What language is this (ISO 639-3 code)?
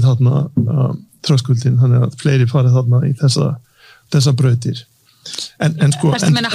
isl